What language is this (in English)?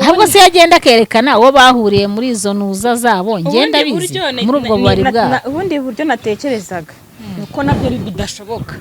Kinyarwanda